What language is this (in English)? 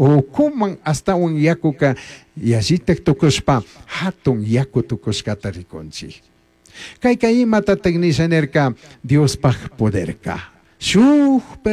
Chimborazo Highland Quichua